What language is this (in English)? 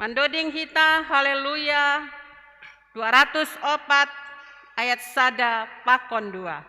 Batak Simalungun